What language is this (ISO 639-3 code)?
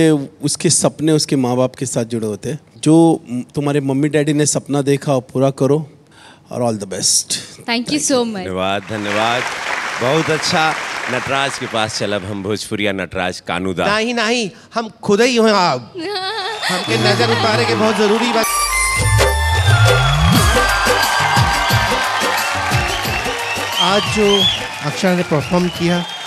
bho